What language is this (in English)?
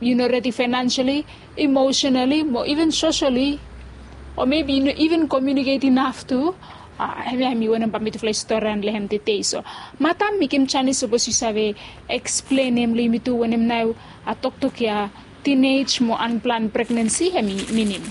Bislama